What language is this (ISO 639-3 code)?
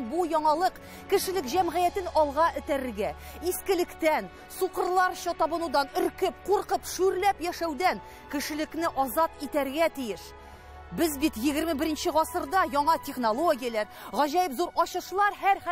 tat